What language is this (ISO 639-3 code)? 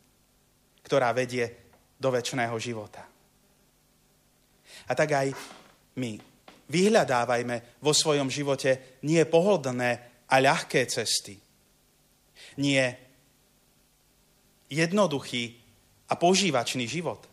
slk